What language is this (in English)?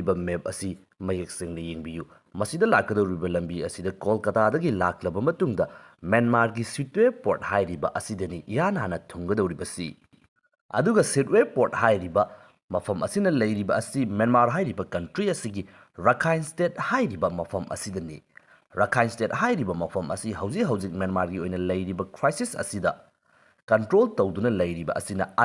Manipuri